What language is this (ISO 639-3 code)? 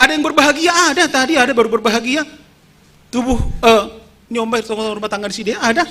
bts